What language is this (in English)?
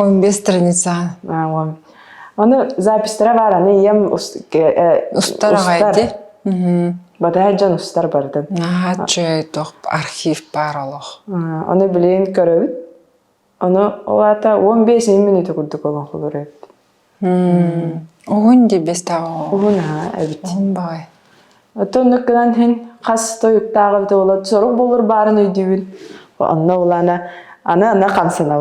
Yakut